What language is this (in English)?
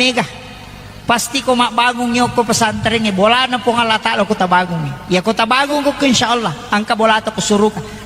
Buginese